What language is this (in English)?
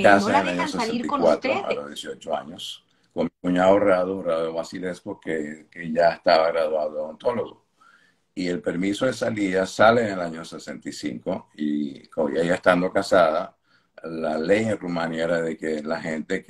Spanish